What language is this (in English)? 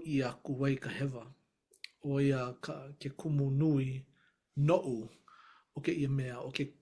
Hawaiian